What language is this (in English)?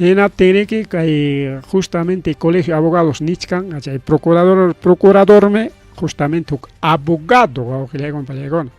Ayacucho Quechua